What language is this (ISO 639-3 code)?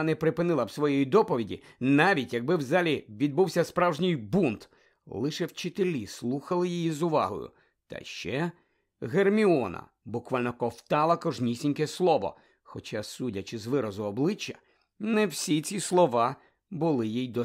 ukr